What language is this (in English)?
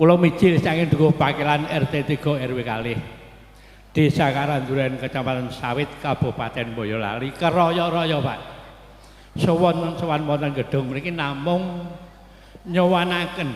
Javanese